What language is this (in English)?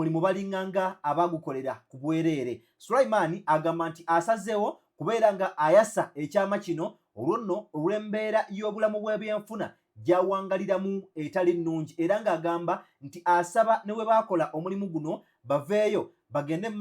Ganda